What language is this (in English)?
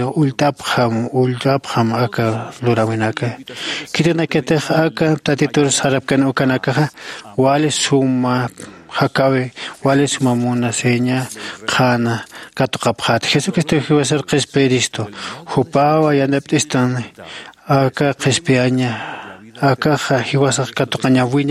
Aymara